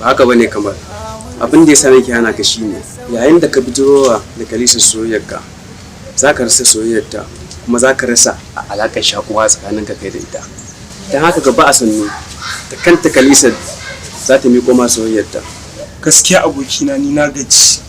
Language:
Hausa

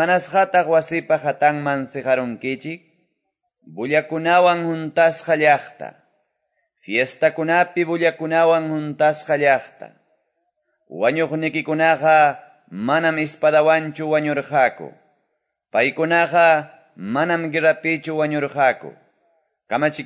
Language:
Quechua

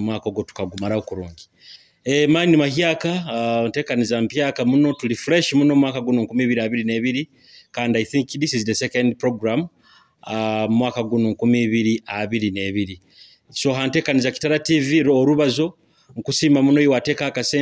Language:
Nyoro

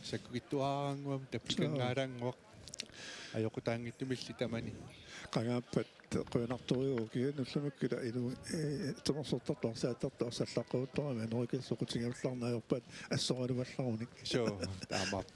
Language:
Kalaallisut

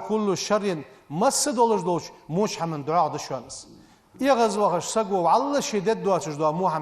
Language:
Ingush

